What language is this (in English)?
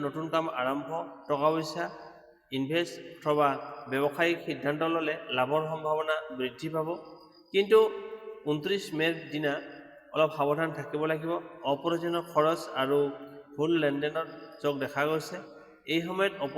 Assamese